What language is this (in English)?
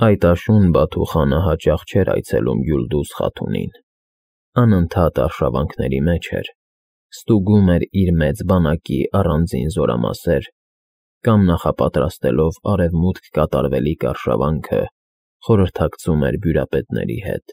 Armenian